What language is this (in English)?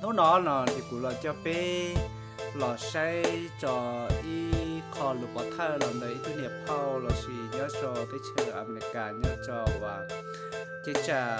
Hmong